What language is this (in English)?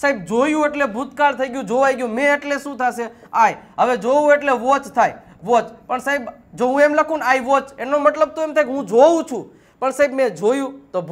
Gujarati